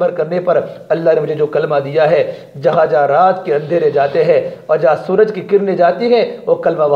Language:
Urdu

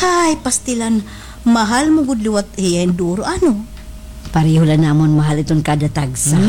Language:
Waray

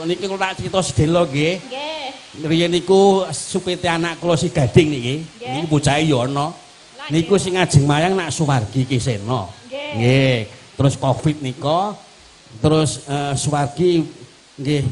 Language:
Javanese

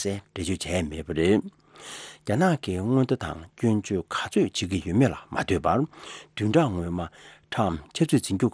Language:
Tibetan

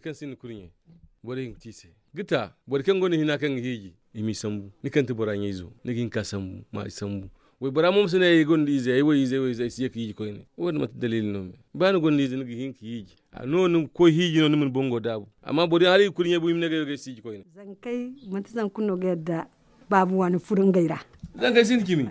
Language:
Zarma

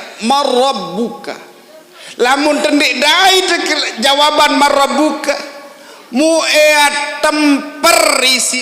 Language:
Sasak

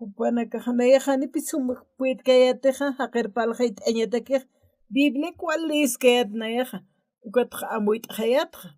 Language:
Aymara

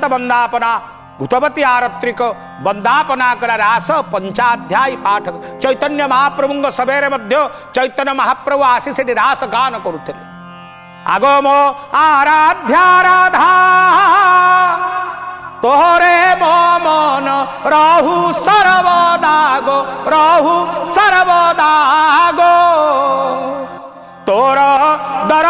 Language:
Odia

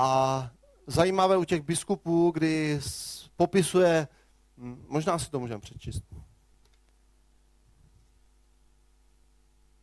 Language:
Czech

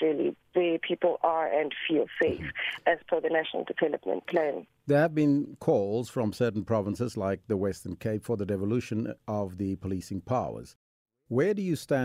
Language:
English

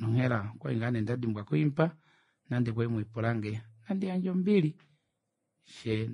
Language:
Kuanyama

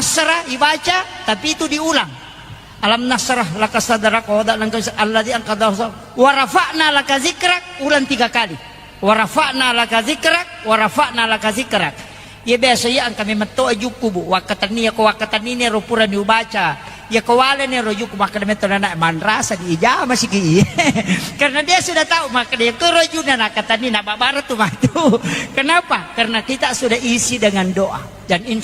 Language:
Buginese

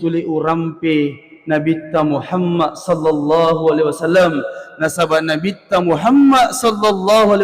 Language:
Buginese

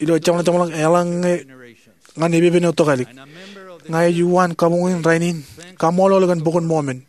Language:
Marshallese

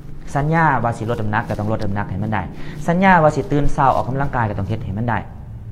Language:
Lao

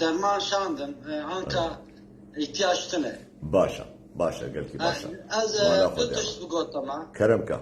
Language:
Kurdish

